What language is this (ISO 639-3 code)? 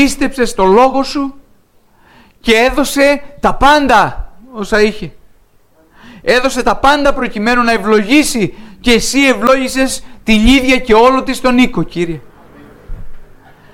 ell